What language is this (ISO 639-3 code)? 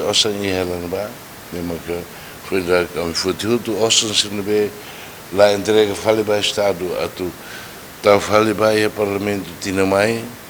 tet